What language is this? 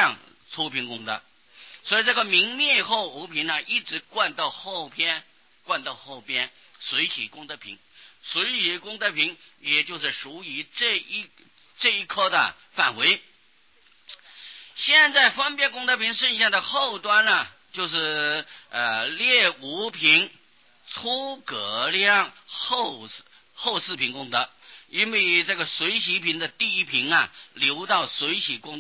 Chinese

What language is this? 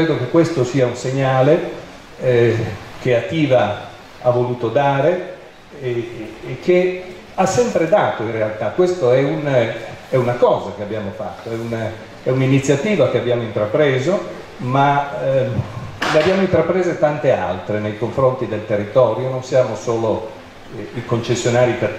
Italian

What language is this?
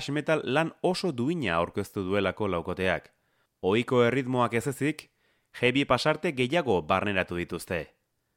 Basque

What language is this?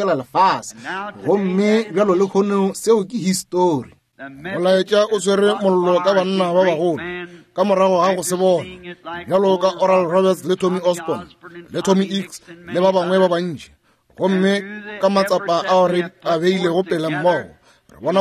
Northern Sotho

